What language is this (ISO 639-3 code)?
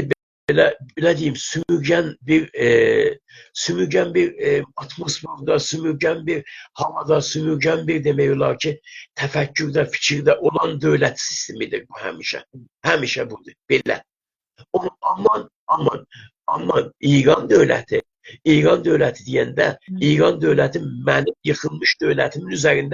azb